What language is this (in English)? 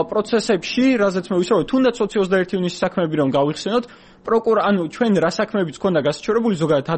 Georgian